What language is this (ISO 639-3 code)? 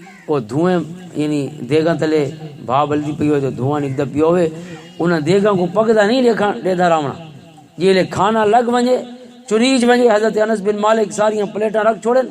lah